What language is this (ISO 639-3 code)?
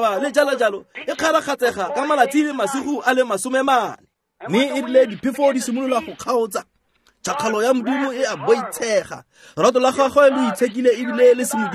tsn